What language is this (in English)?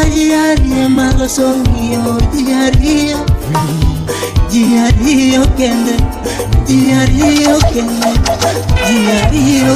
Luo (Kenya and Tanzania)